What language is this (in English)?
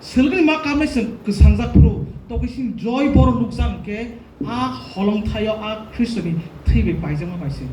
Kok Borok